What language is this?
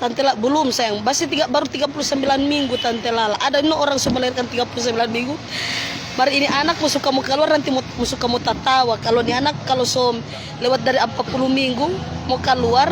Manado Malay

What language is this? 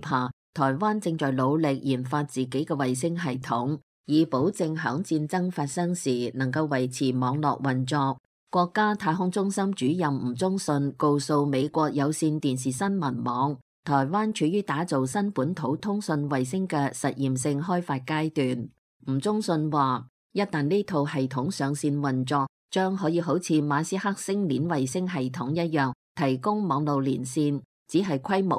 Cantonese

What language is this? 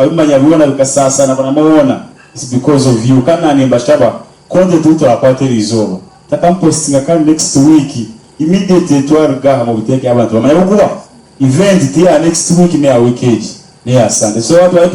Nyankole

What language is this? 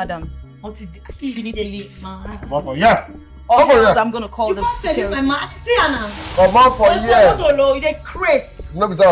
Nigerian Pidgin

